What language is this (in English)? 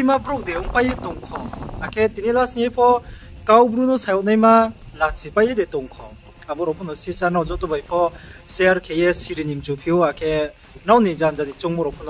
Riang (India)